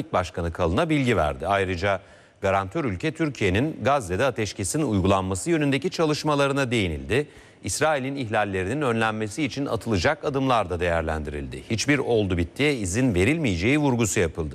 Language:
Turkish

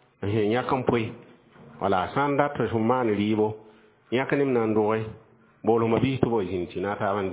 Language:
Mossi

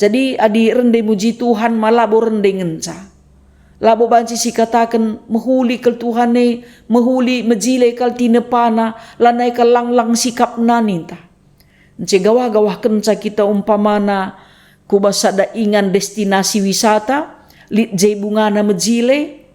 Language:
Batak Karo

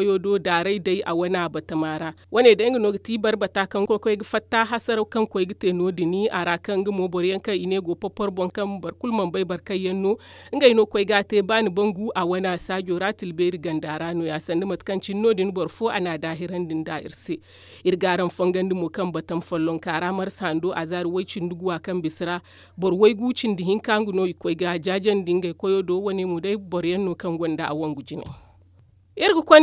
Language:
Zarma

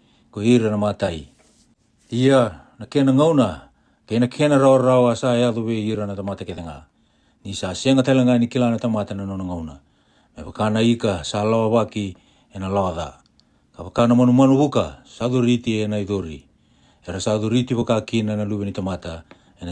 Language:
Fijian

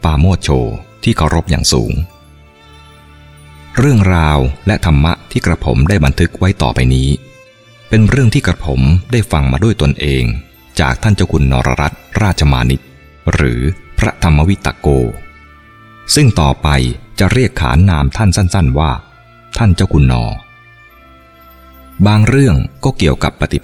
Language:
Thai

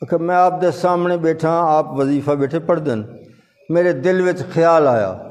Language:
Saraiki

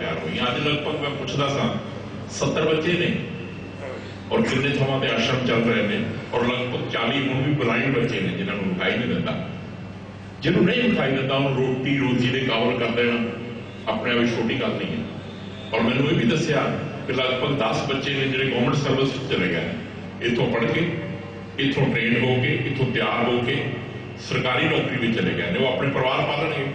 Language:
Punjabi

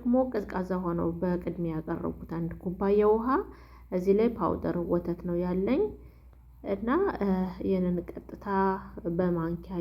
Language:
Amharic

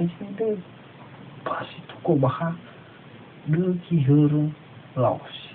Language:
Nias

